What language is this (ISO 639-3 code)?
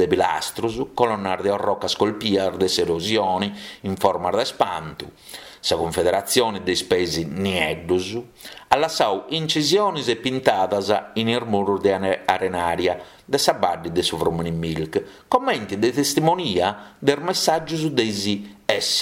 srd